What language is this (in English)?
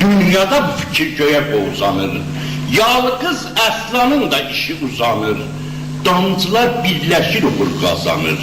South Azerbaijani